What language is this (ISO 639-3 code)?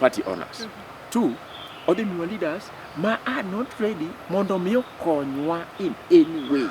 luo